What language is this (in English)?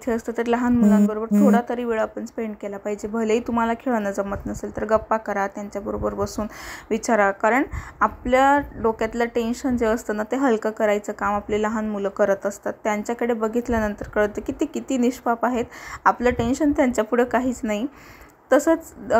Marathi